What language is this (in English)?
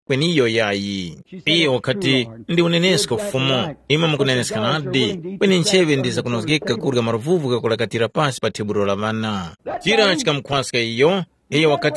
Tumbuka